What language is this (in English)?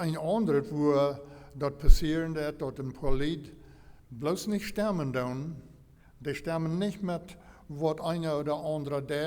Plautdietsch